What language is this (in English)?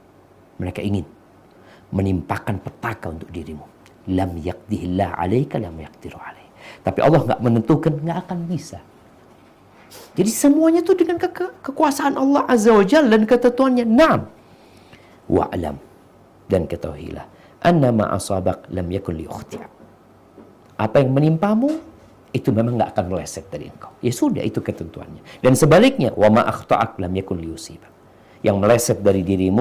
Indonesian